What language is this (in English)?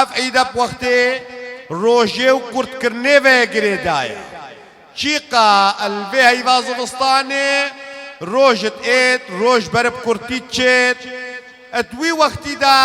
Kurdish